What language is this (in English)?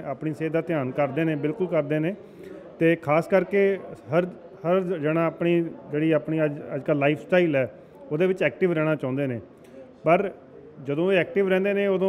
Punjabi